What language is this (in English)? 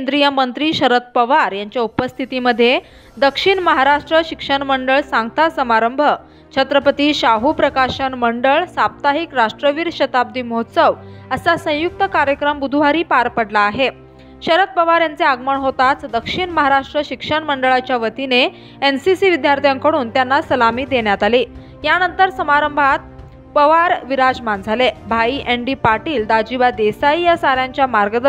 Marathi